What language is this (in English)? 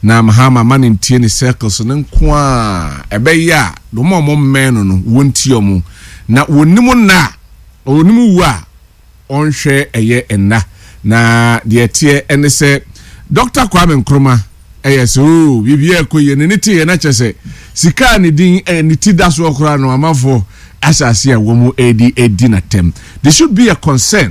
Akan